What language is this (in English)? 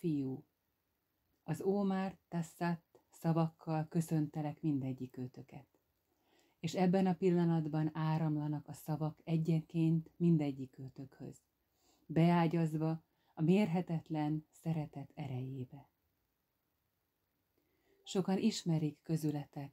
Hungarian